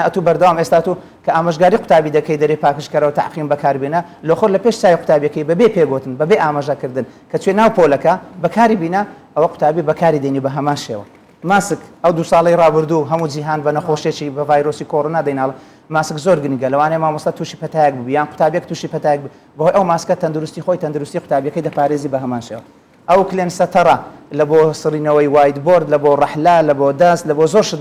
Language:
Central Kurdish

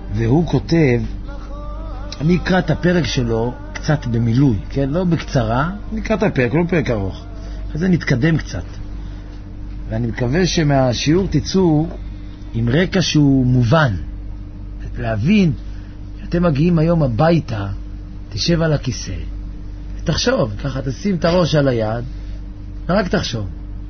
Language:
Hebrew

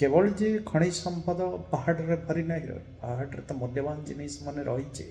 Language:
Odia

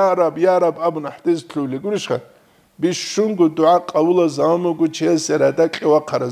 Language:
Avaric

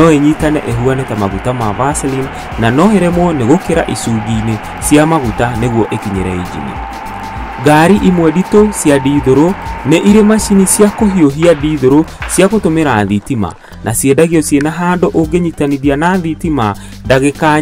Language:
Kikuyu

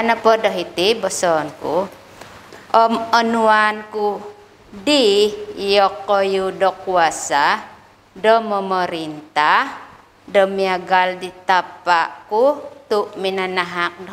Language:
Central Dusun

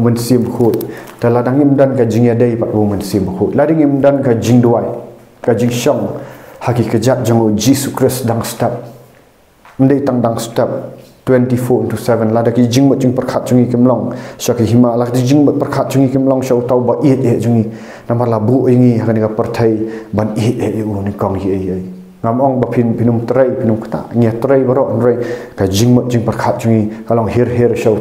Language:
Khasi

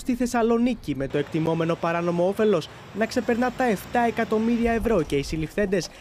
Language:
Greek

